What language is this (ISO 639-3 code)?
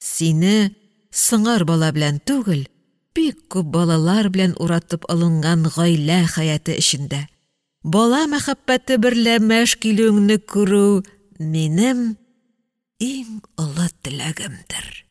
tat